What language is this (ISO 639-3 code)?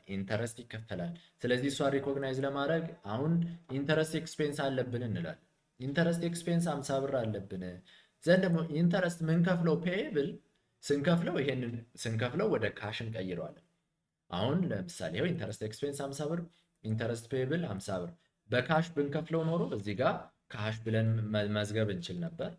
amh